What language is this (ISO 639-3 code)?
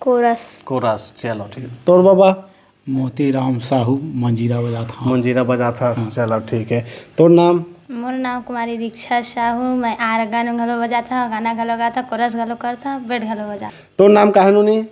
hne